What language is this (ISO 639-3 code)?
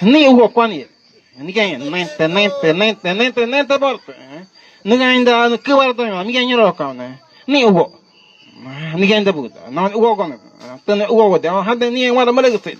gym